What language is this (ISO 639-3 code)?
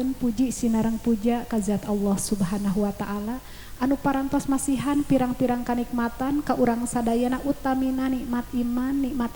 sun